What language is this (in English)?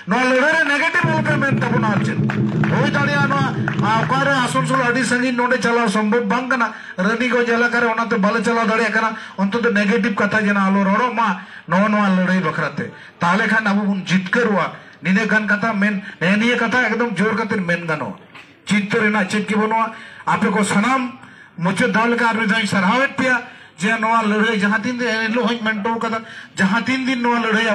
Santali